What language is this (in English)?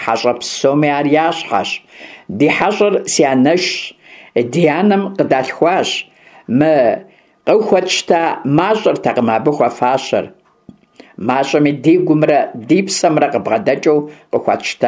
Kabardian